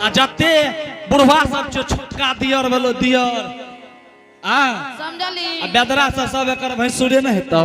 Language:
Angika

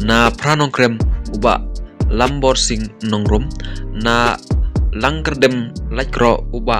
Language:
Khasi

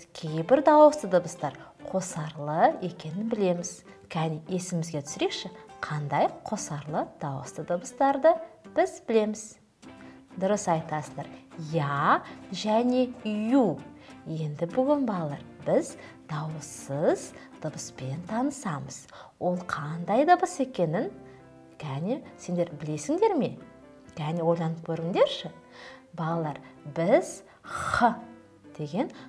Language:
Kazakh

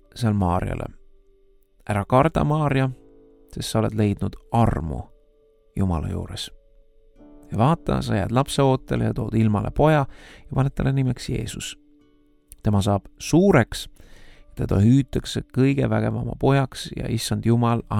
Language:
Estonian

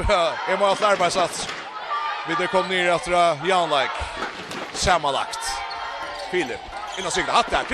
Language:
Faroese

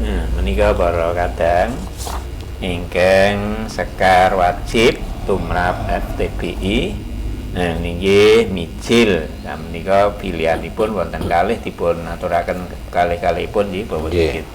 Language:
Javanese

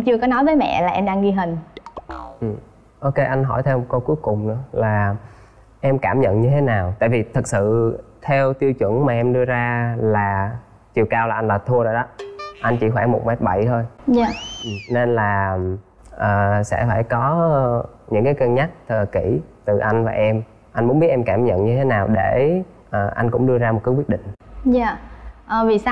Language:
Vietnamese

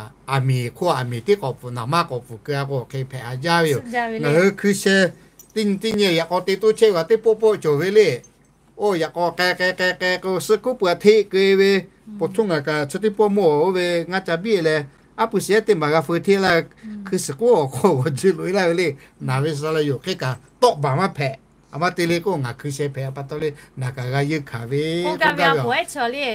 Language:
Lahu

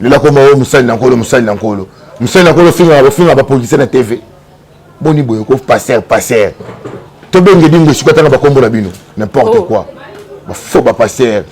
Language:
Lingala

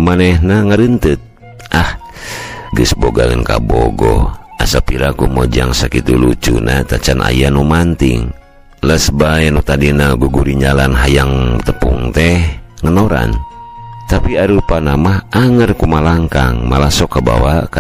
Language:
Sundanese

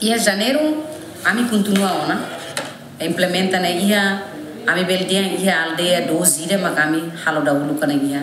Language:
Tetum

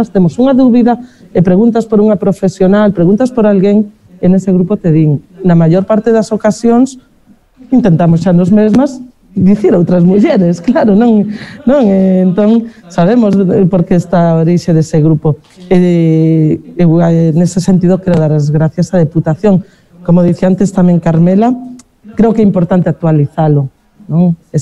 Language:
Galician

